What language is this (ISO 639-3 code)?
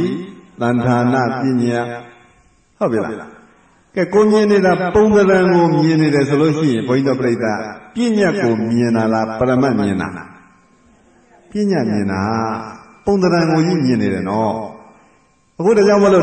mya